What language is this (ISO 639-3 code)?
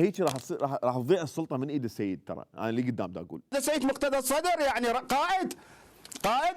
acm